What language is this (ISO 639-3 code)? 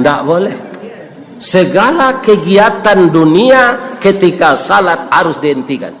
min